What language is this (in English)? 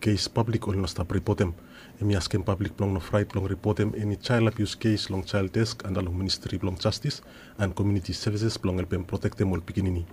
Bislama